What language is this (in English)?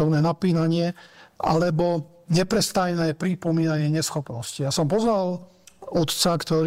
Slovak